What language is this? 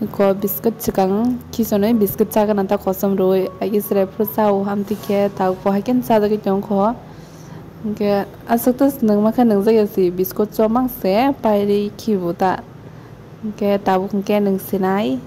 Kok Borok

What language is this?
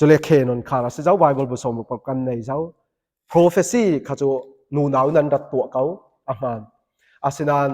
Falam Chin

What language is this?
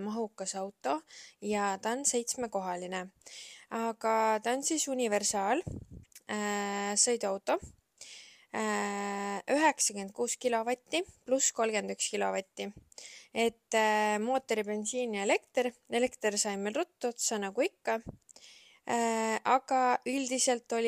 Estonian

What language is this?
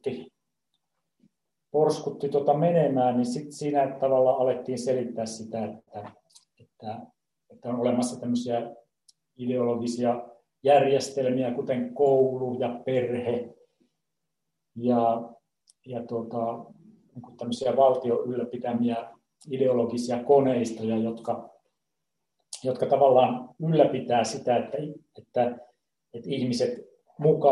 Finnish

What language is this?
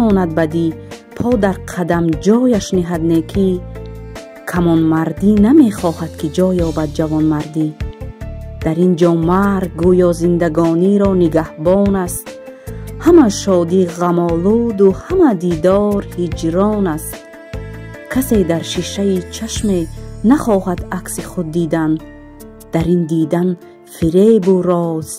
Tajik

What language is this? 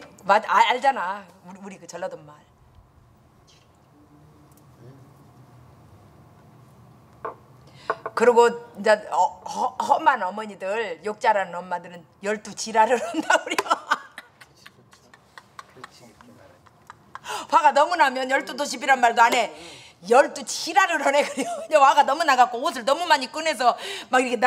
Korean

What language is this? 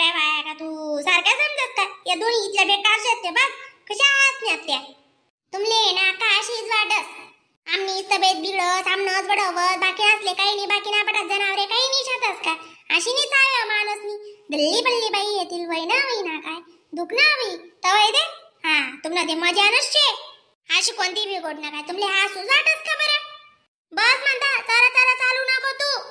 Khandesi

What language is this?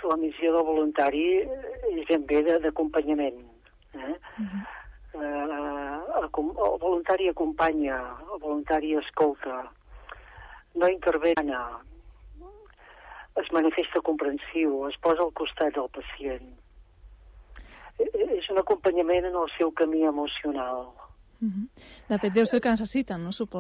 Catalan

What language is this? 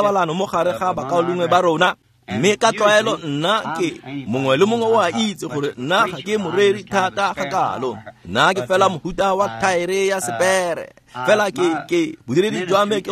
Tswana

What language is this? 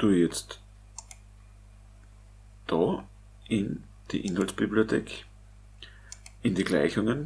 German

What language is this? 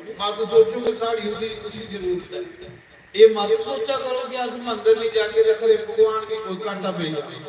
Dogri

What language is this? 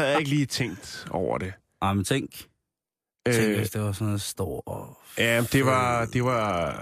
Danish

